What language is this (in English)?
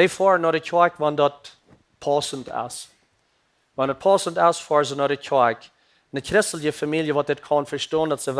Plautdietsch